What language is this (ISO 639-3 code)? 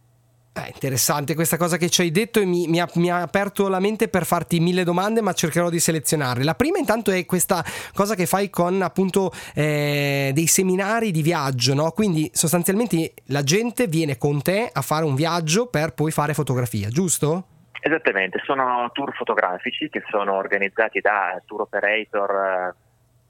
ita